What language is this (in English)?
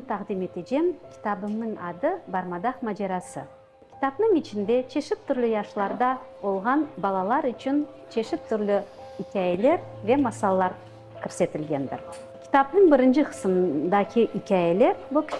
Crimean Tatar